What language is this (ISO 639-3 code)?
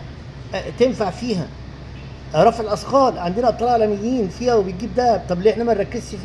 arz